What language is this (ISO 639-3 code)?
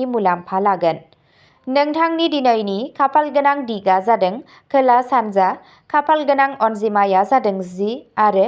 brx